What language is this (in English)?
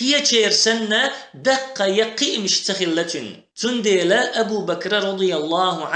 Chechen